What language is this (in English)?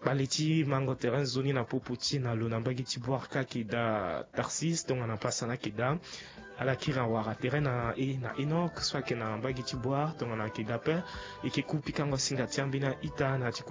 Sango